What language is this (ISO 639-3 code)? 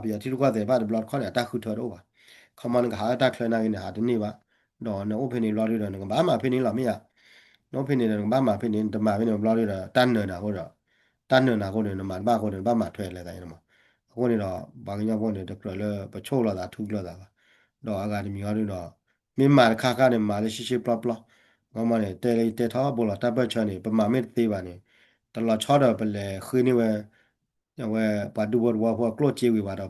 ksw